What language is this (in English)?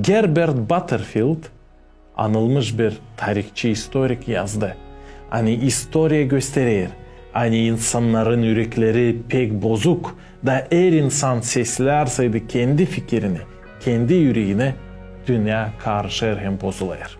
Gagauz